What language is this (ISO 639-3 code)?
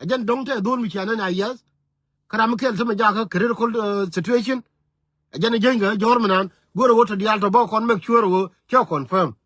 nus